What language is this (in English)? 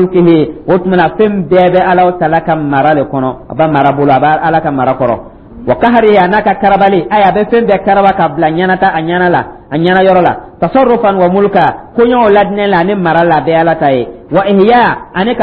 Dyula